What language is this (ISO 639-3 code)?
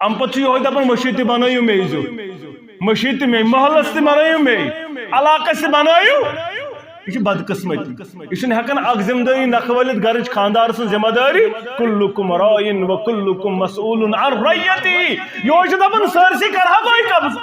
kas